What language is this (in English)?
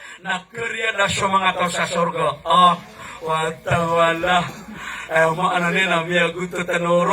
Maranao